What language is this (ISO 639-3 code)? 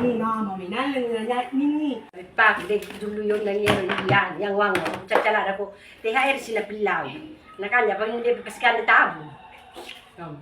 bug